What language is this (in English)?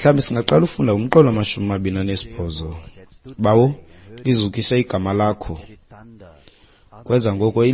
Xhosa